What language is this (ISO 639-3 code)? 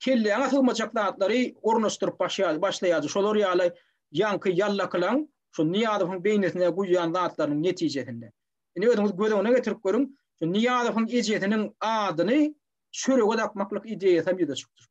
tuk